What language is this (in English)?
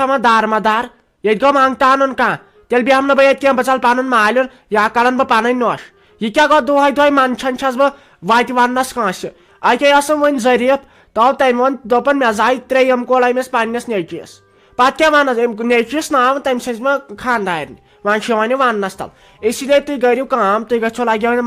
Kashmiri